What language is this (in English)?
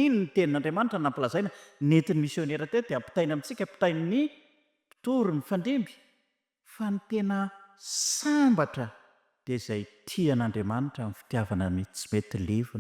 Malagasy